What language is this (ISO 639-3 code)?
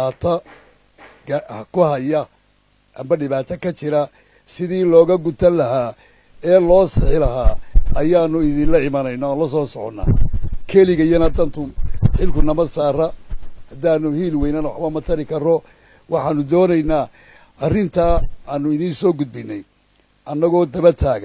som